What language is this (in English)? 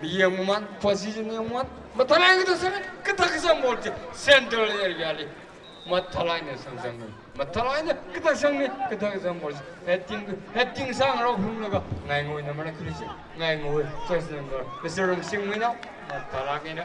Tangkhul Naga (India)